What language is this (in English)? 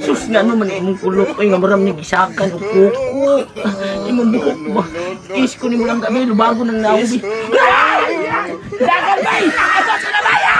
Cebuano